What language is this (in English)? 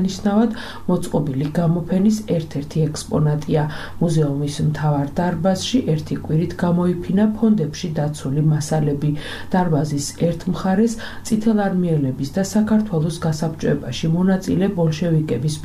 Georgian